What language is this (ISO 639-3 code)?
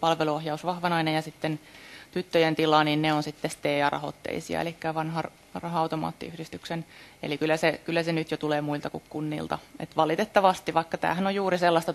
fin